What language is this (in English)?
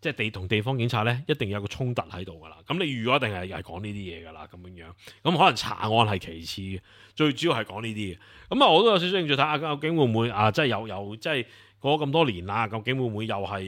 Cantonese